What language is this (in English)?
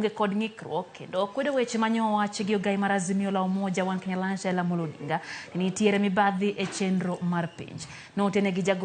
Luo (Kenya and Tanzania)